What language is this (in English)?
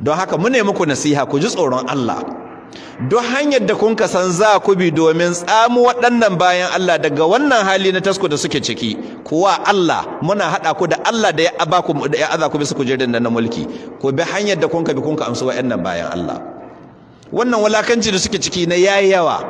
Hausa